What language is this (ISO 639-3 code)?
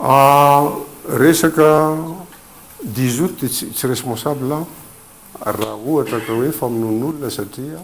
mlg